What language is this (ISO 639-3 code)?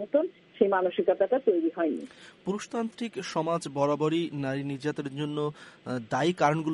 ben